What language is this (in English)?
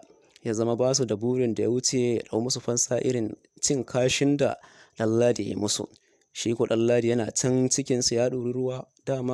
Hausa